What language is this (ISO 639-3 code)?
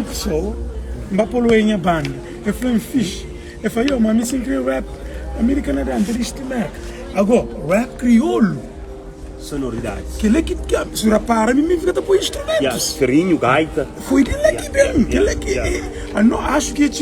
kea